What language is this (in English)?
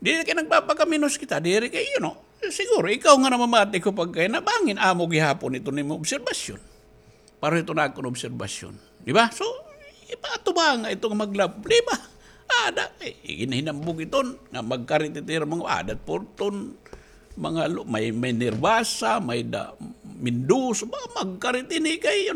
Waray